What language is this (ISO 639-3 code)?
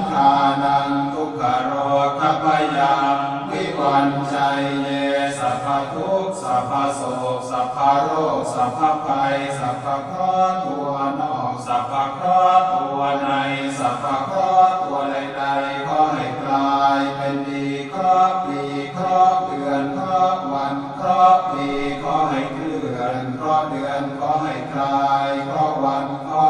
pli